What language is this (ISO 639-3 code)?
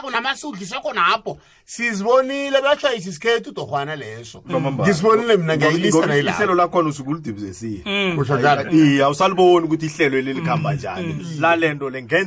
nbl